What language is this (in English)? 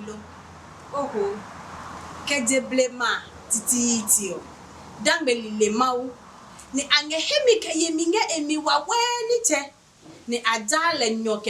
Adangme